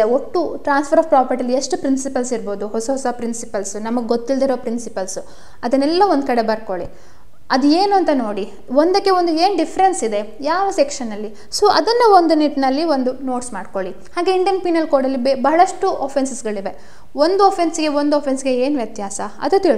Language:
Kannada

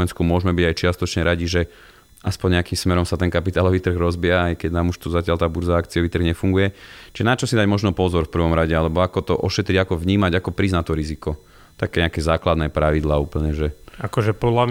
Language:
Slovak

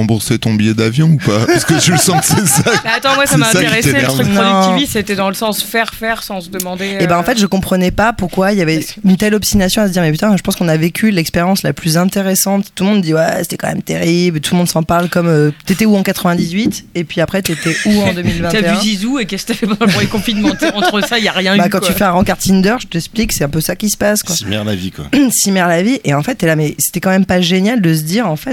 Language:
French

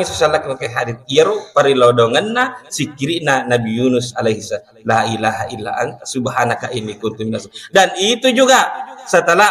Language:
Buginese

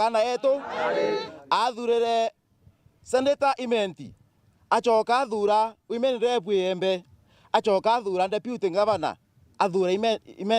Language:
Meru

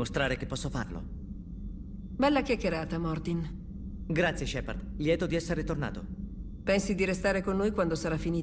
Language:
Italian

